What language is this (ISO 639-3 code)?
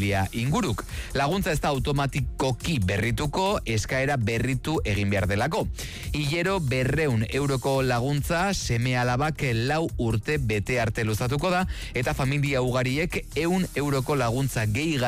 eus